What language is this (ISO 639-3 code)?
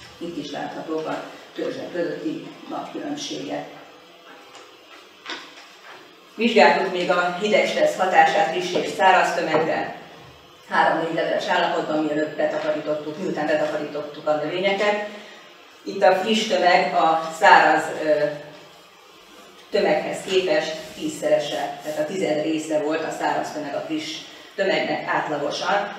hun